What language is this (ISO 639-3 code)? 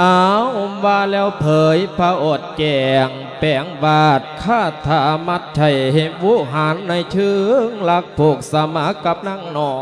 lao